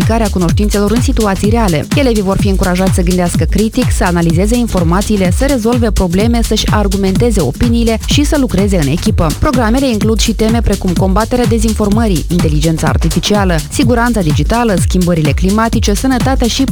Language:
Romanian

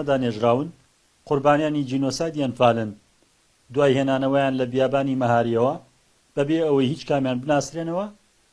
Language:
Central Kurdish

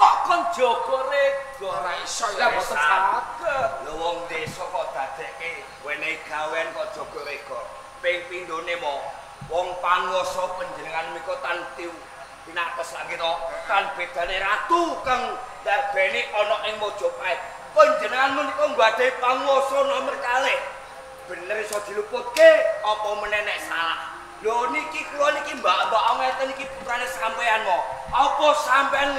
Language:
Javanese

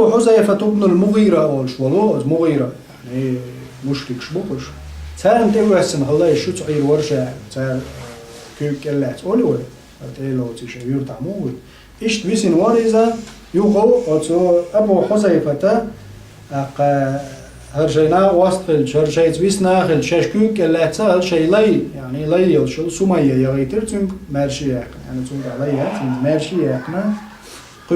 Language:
Chechen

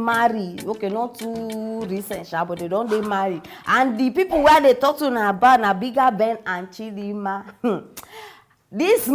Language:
Nigerian Pidgin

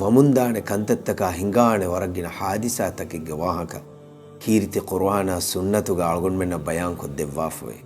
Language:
Divehi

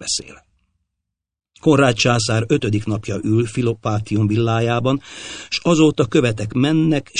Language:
Hungarian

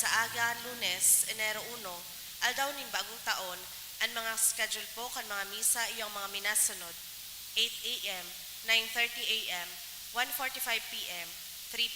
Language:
Bikol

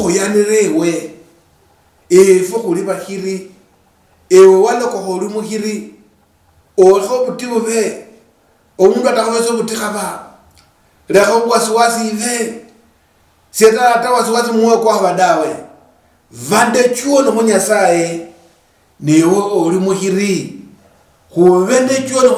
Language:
Luyia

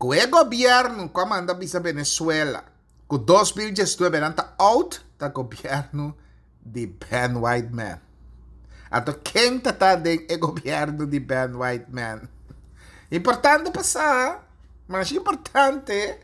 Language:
Papiamento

